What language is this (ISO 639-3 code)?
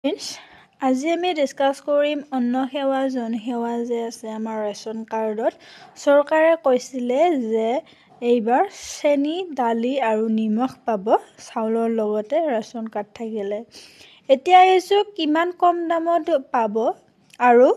asm